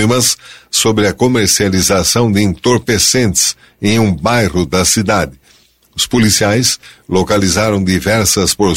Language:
Portuguese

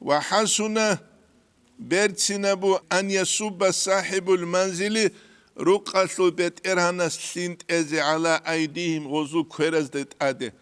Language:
Avaric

